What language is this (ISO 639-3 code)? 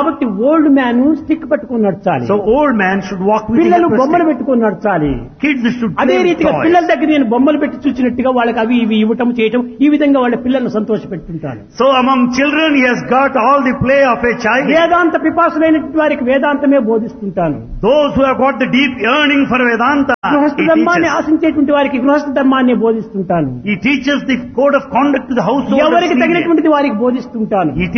tel